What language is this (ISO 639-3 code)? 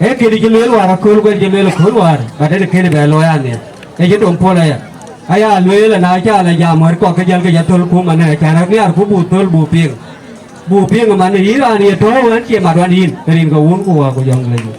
din